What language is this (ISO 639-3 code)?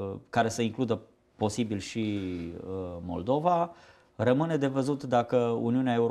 ron